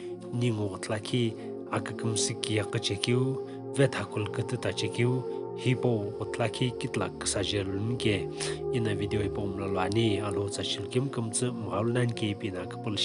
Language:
Sumi Naga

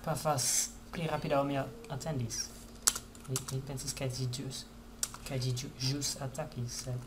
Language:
Esperanto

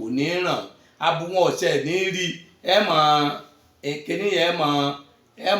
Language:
Yoruba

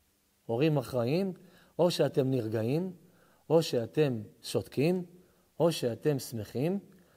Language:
Hebrew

